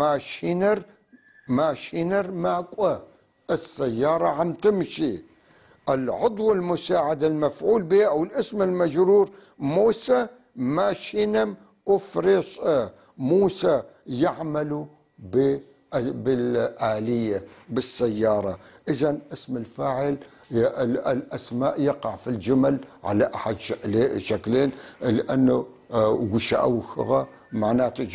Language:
North Levantine Arabic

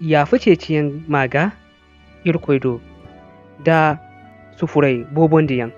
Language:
Zarma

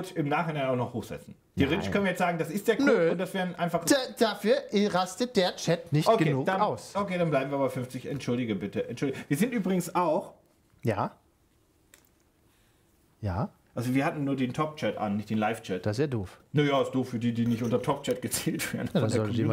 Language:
German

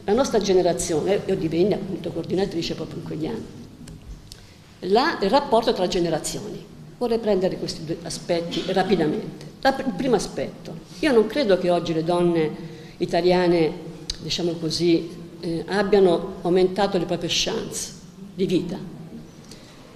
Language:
Italian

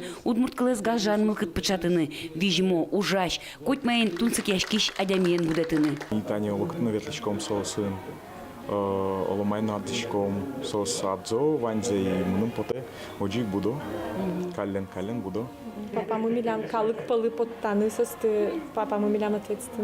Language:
Udmurt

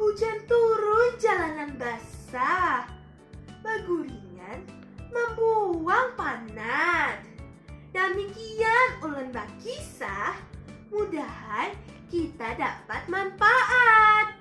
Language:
Banjar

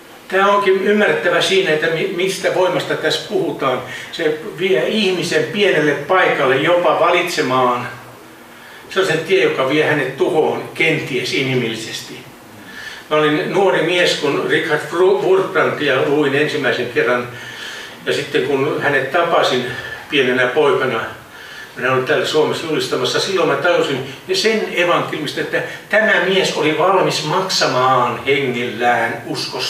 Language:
Finnish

